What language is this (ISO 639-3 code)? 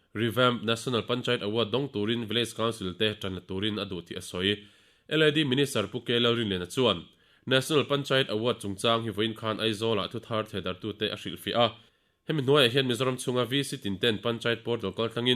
lus